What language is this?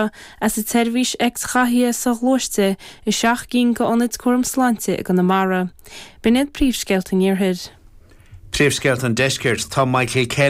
Irish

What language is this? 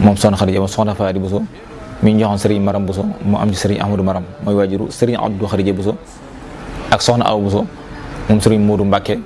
Wolof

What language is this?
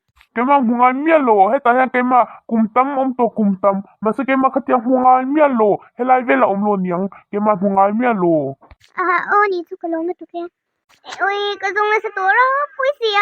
Mizo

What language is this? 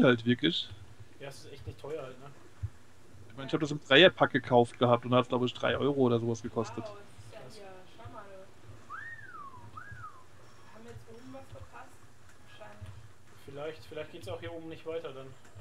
German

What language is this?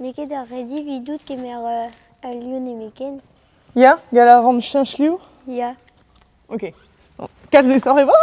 Breton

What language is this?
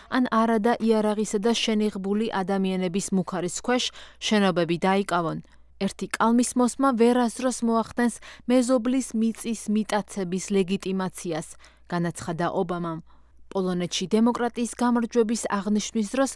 Georgian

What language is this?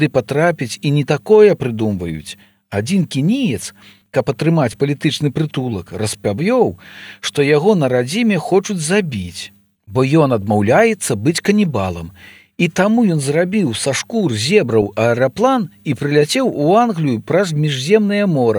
Belarusian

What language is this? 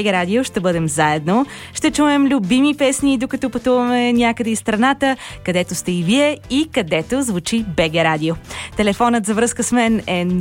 Bulgarian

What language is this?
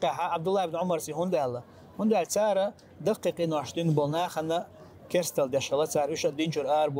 Chechen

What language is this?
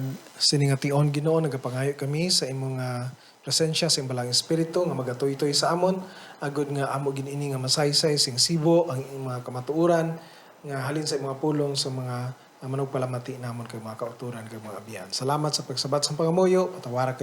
Hiligaynon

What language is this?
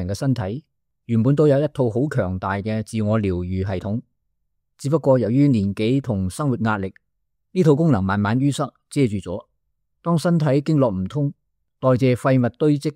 Cantonese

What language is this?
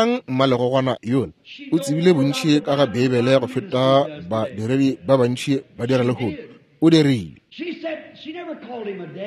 Northern Sotho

